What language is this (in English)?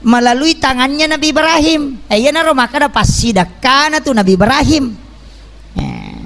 Buginese